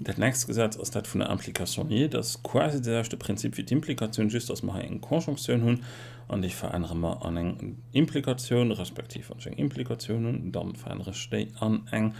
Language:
Luxembourgish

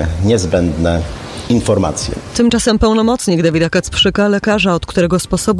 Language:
Polish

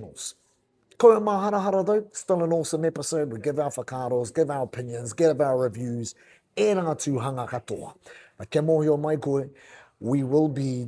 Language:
Māori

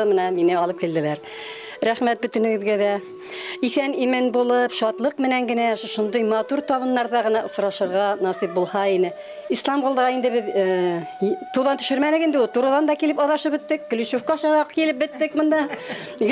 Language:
Bashkir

